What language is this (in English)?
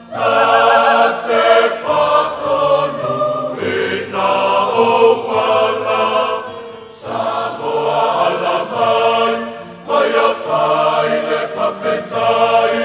Samoan